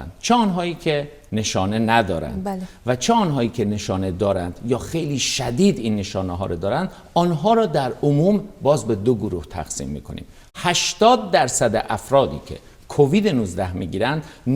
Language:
Persian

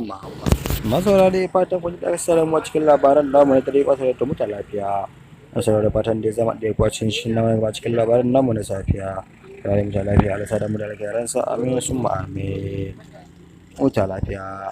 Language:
Hausa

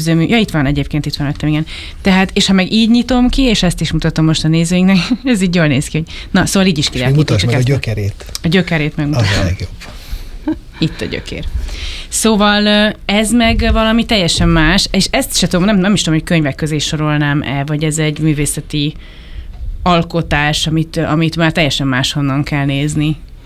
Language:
Hungarian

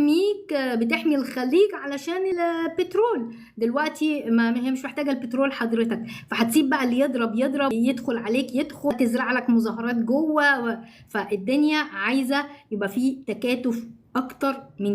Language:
Egyptian Arabic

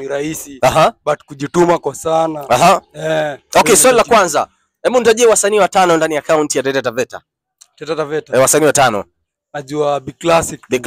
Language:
Swahili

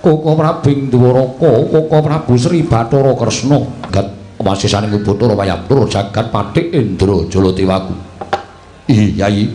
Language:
Javanese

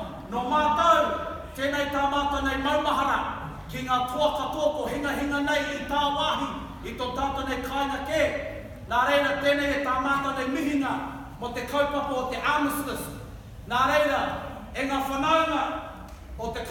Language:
Māori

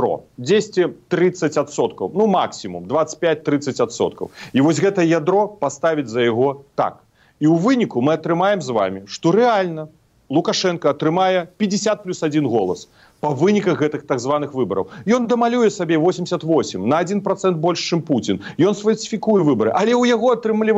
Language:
Belarusian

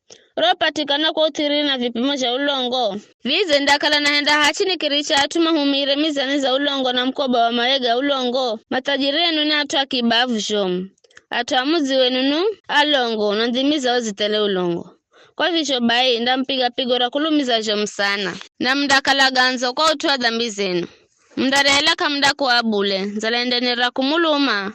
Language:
Giryama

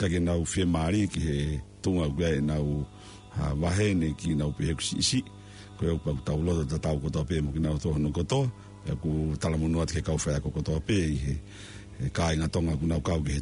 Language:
Tongan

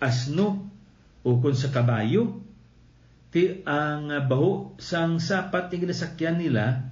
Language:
Hiligaynon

